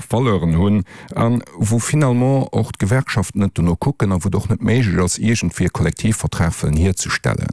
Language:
Luxembourgish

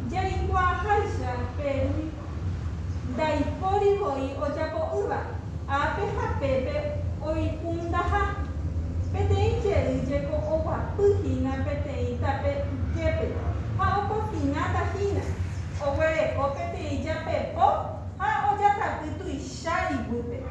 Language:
Guarani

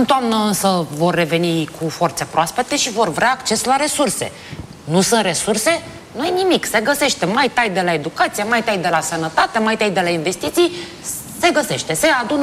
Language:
Romanian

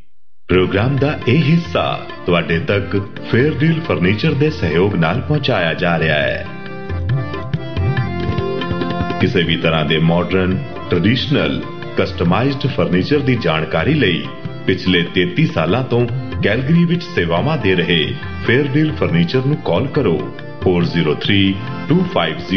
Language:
Hindi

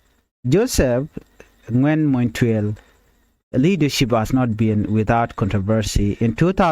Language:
Nuer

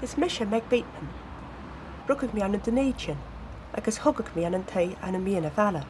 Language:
Scottish Gaelic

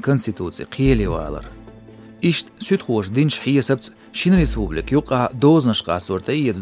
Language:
Chechen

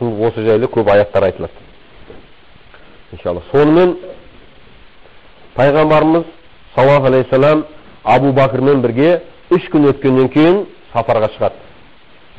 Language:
Kazakh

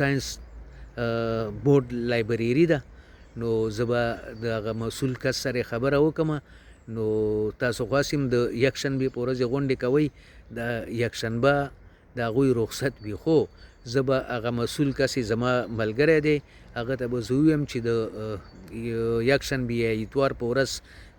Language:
Pashto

